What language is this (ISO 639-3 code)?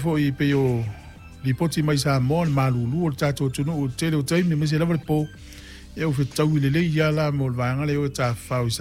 smo